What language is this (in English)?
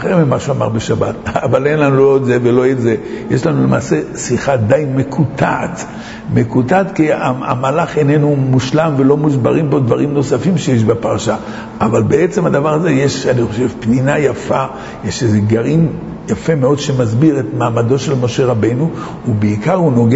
Hebrew